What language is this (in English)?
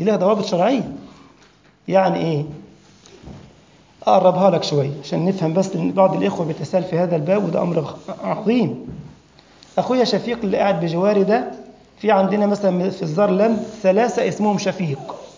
Egyptian Arabic